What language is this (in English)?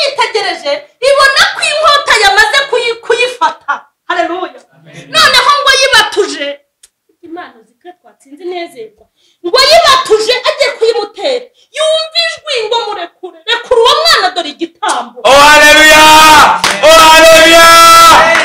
Kinyarwanda